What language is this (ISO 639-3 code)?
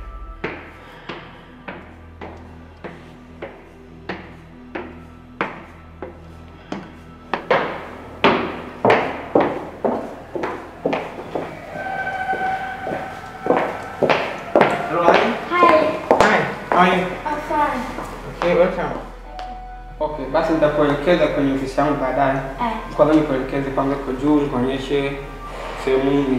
swa